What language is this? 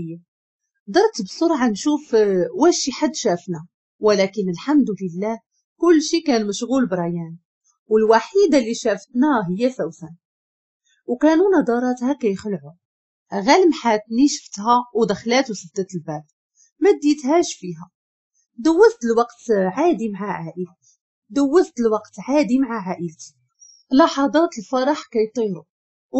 Moroccan Arabic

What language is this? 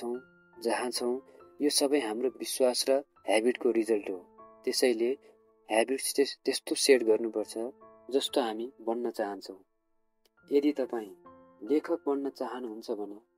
Nepali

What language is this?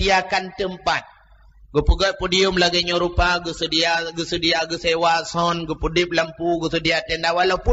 Achinese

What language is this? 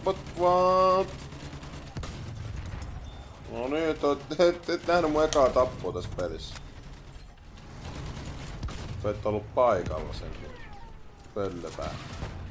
Finnish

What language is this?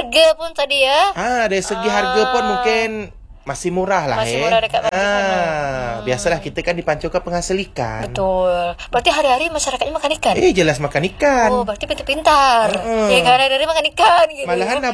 Malay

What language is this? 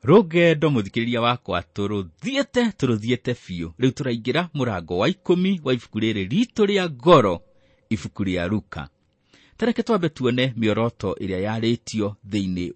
Kikuyu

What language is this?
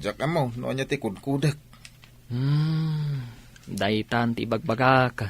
Iloko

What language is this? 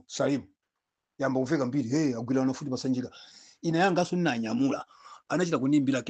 Nyanja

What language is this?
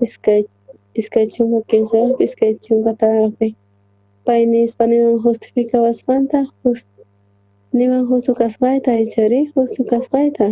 South Bolivian Quechua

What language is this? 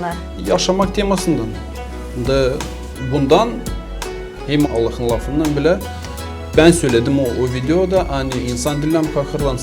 Gagauz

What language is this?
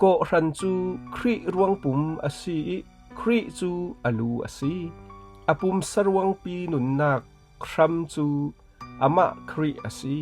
Falam Chin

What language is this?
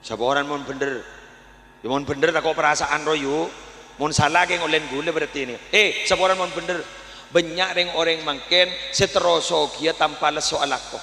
Madurese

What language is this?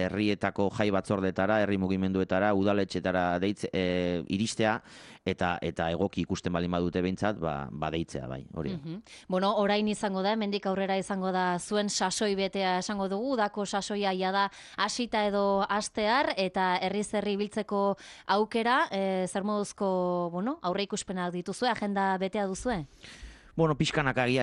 Basque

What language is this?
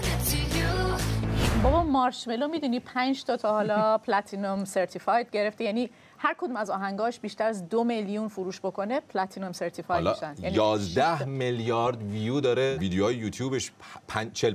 Persian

